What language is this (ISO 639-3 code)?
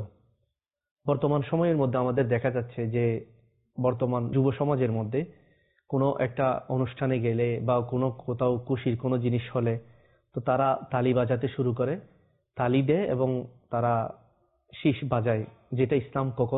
ben